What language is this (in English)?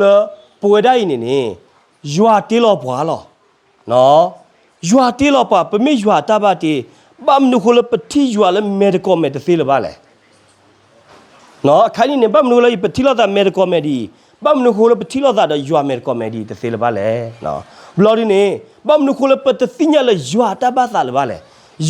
S'gaw Karen